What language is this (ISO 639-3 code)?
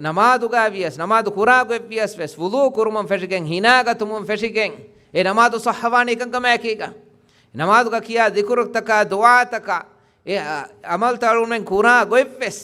div